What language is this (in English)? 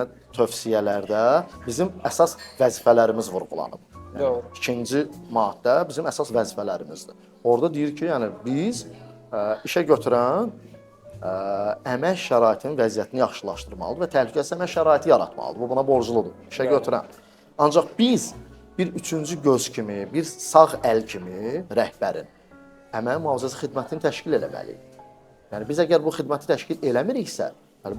Azerbaijani